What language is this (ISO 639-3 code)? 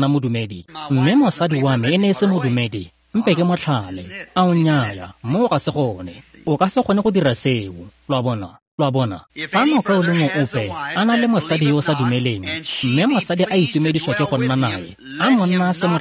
tsn